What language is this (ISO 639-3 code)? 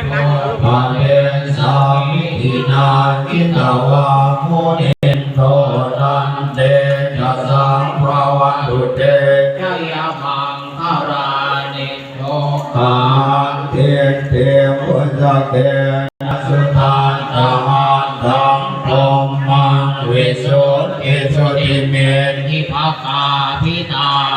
pli